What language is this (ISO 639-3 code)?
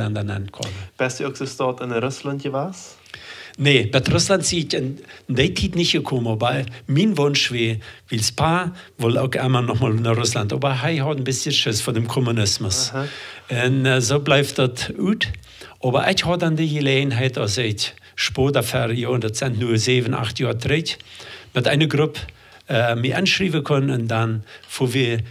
pdt